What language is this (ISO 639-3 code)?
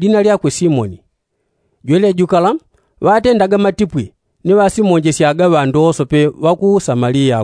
yao